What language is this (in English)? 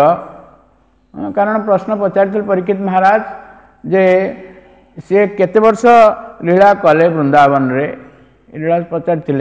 Odia